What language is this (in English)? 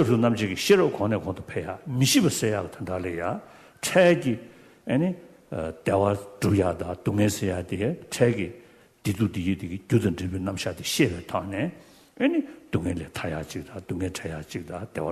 Tibetan